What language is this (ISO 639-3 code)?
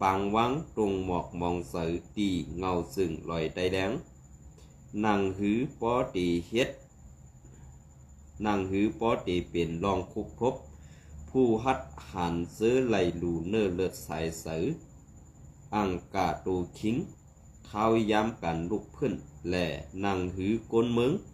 shn